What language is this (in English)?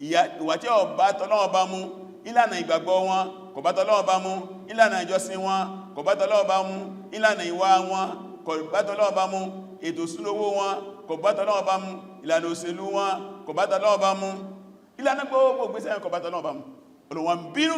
Yoruba